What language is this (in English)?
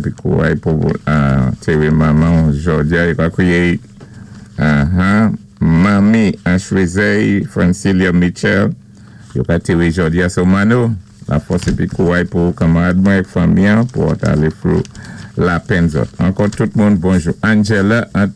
Saint Lucian Creole French